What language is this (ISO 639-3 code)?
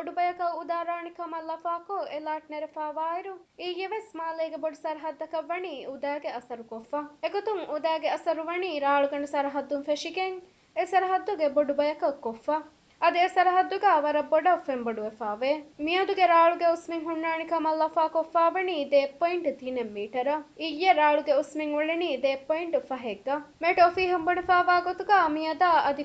div